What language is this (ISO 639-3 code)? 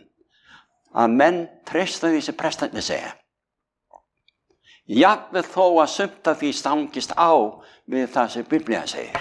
isl